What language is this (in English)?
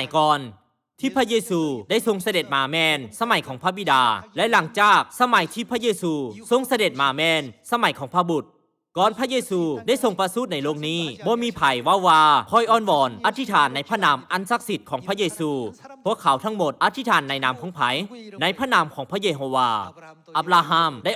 Lao